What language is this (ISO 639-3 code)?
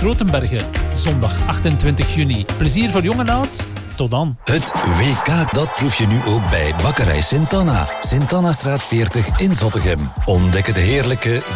nld